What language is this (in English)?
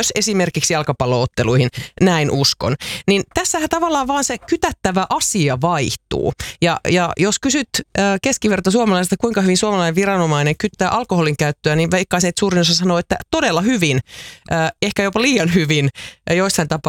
Finnish